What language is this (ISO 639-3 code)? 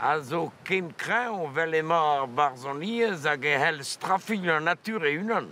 bre